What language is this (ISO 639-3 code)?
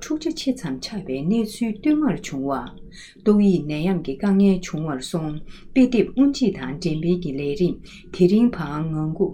bod